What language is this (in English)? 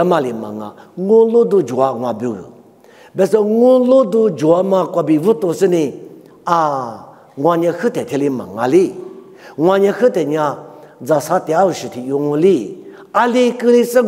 Lisu